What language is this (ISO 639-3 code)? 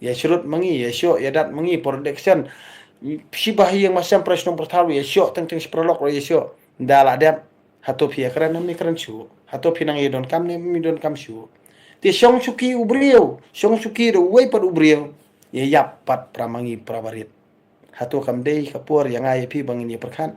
kha